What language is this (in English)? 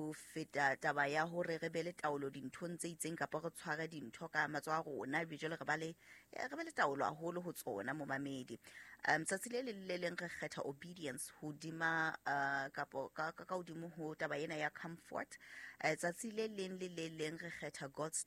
Southern Sotho